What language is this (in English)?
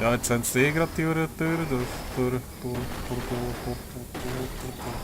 Swiss German